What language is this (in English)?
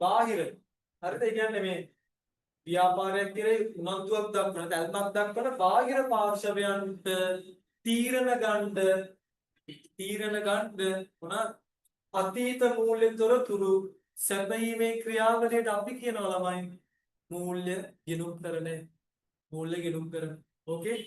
Sinhala